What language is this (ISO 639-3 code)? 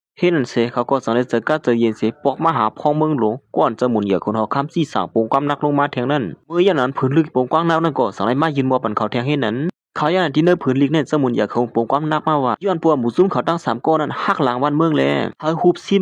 shn